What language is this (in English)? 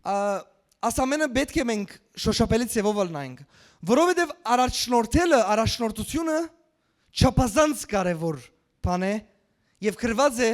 Western Armenian